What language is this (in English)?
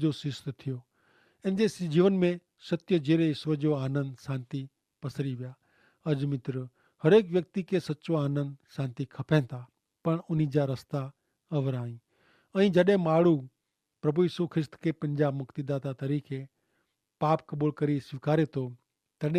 Kachhi